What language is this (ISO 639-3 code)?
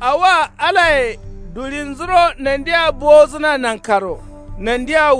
kau